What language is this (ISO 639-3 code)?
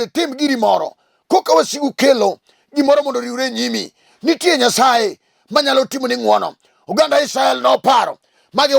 luo